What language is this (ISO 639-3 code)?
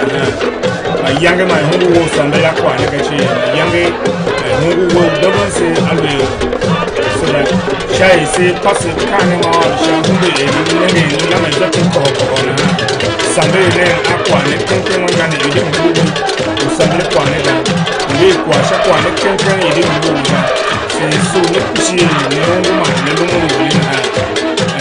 tiv